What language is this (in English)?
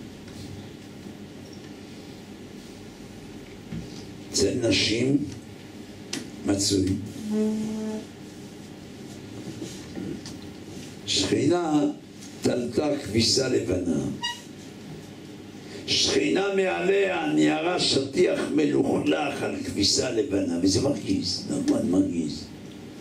Hebrew